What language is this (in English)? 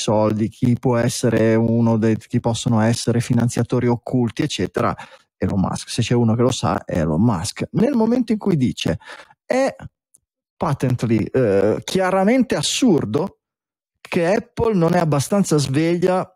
Italian